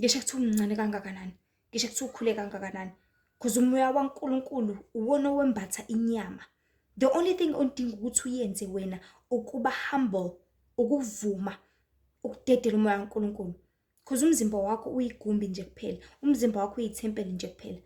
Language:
Zulu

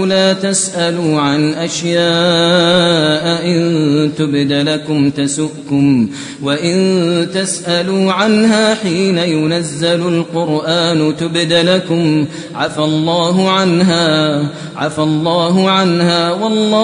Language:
Kashmiri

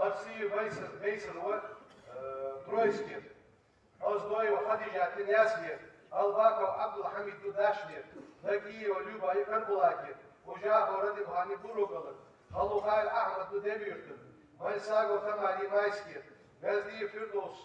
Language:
Ingush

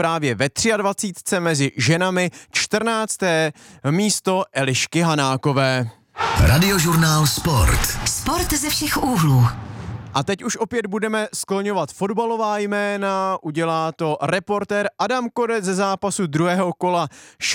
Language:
Czech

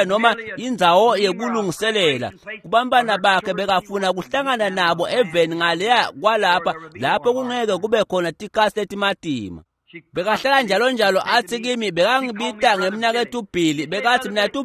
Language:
Swati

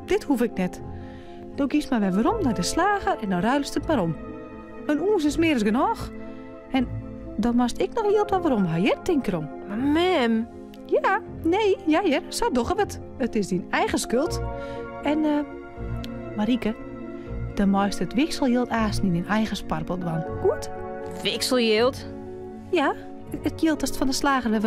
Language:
Western Frisian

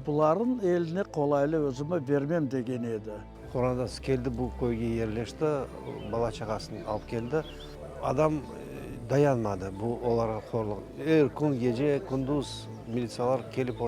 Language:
Crimean Tatar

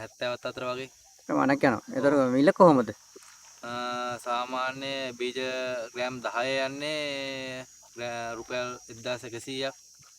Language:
Sinhala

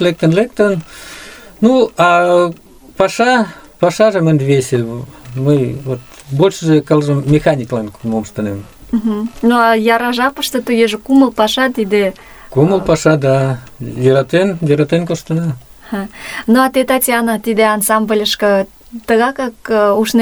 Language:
Mari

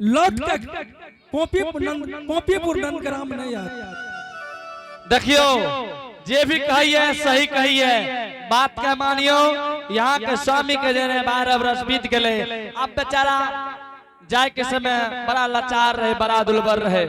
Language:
Angika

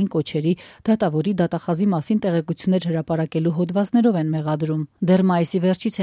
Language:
Armenian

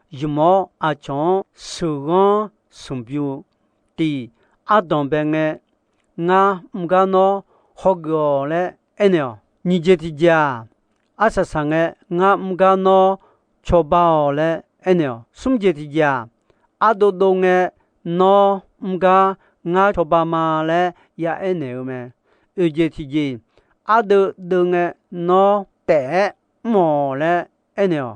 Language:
Akha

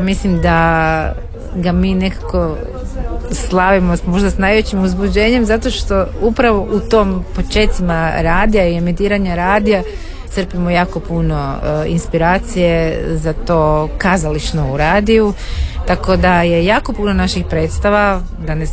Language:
Croatian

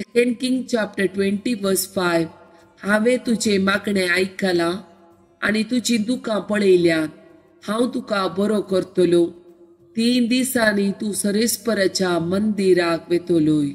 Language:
Konkani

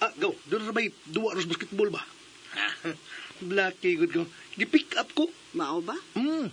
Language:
Cebuano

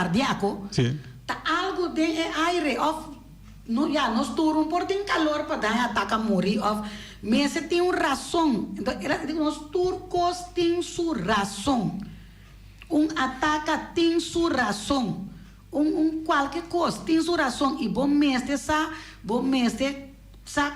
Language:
Papiamento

